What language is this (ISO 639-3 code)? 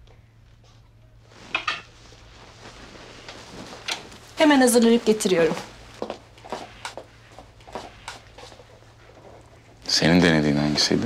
tur